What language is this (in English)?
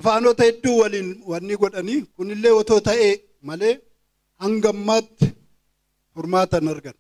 Oromo